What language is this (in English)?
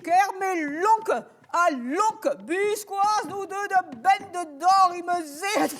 Breton